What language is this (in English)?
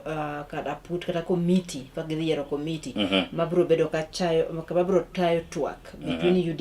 Luo (Kenya and Tanzania)